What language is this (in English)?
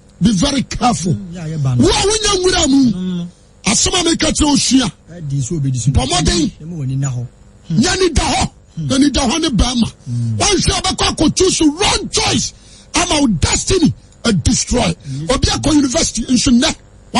Akan